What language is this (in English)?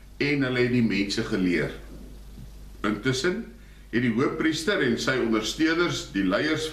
Afrikaans